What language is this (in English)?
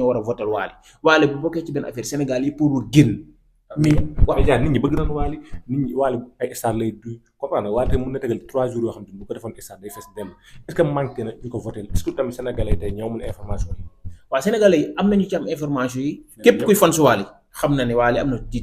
Wolof